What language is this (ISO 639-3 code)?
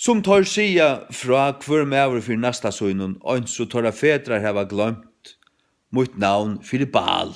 fao